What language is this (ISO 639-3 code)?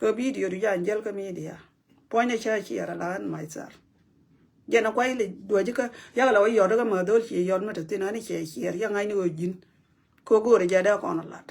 nus